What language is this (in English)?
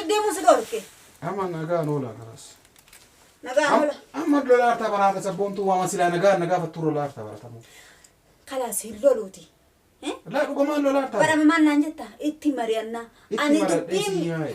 Oromo